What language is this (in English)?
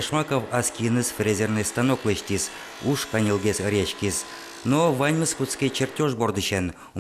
Udmurt